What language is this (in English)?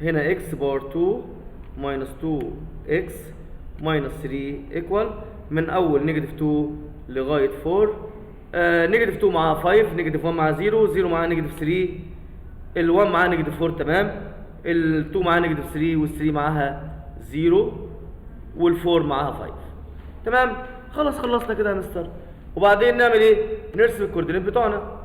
Egyptian Arabic